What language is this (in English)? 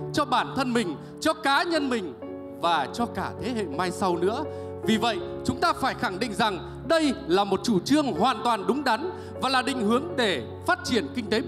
Vietnamese